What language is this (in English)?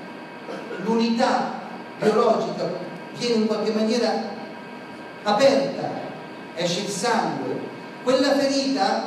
Italian